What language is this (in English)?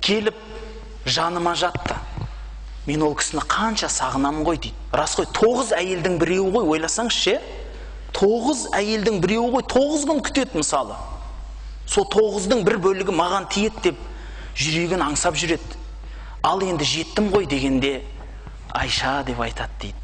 Kazakh